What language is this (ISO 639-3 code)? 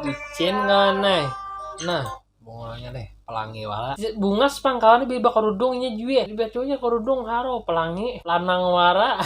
bjn